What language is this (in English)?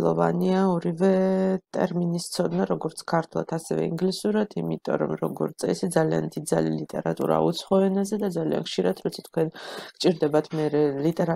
Georgian